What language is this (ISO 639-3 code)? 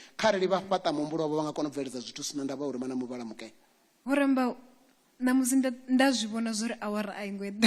ven